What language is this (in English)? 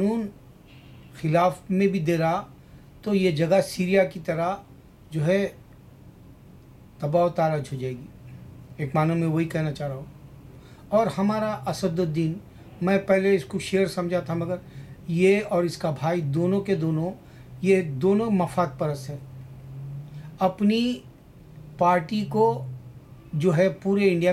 Urdu